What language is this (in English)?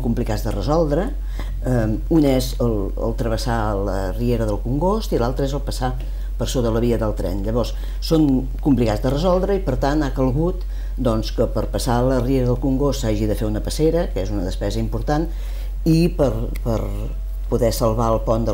Catalan